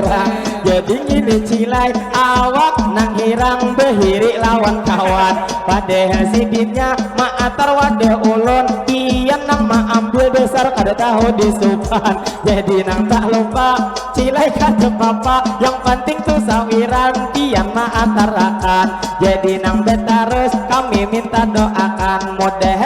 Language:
Banjar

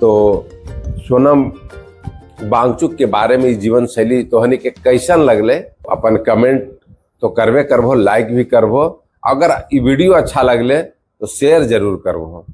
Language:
Magahi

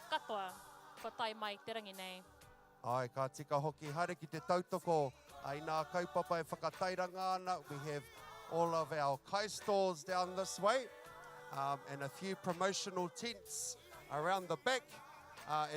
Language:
Māori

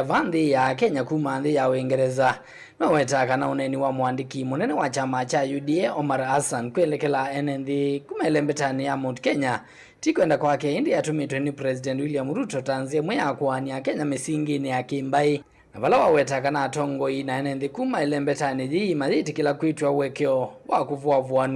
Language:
Kamba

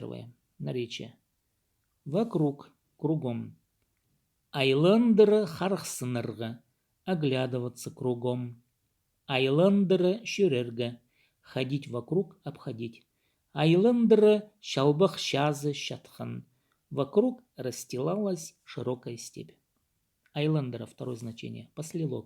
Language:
Khakas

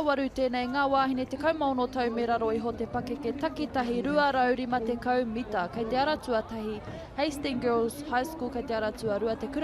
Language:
Māori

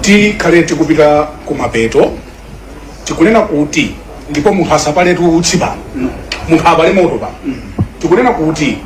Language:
Nyanja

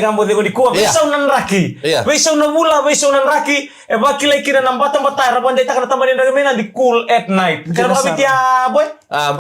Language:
Fijian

